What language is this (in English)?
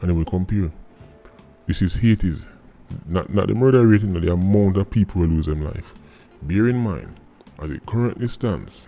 Jamaican Creole English